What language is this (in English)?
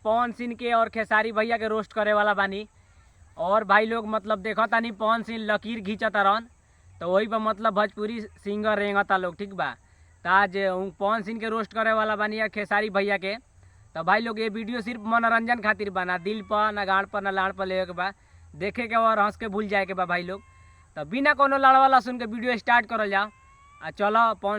Bhojpuri